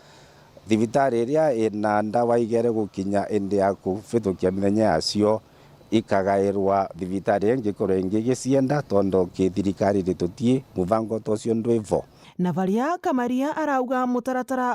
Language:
Meru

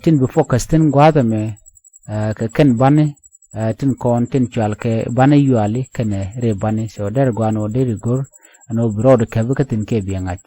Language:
Nuer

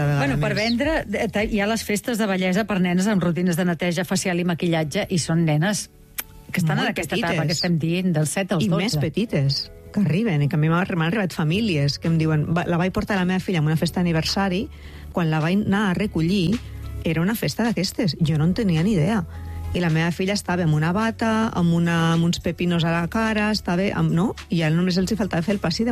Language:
Catalan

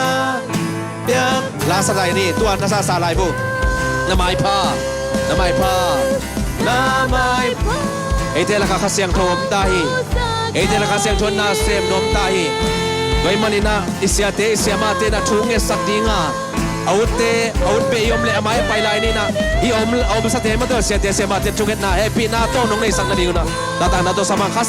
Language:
Tedim Chin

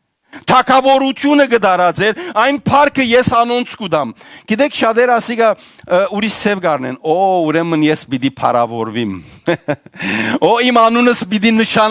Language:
Western Armenian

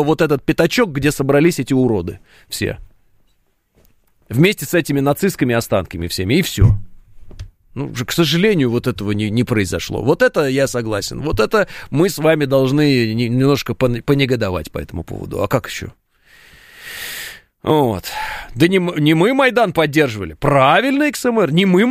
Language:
Russian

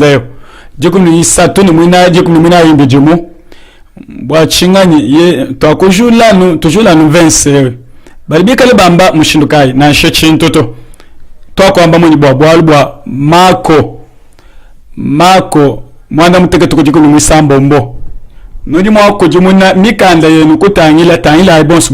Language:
Luba-Lulua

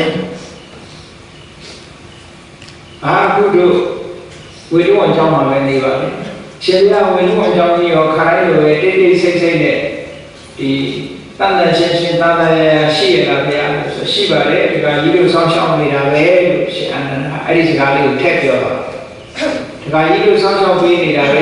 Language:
Burmese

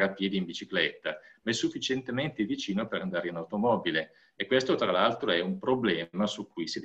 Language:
Italian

